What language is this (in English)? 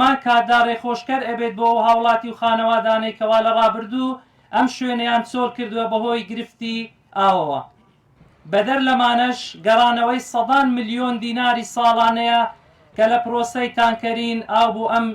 Central Kurdish